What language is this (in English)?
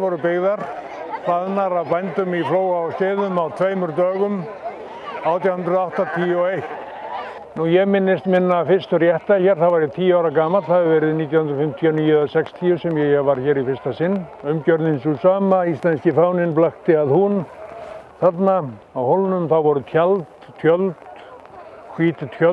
Icelandic